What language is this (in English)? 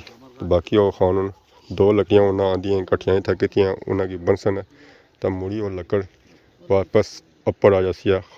Pahari-Potwari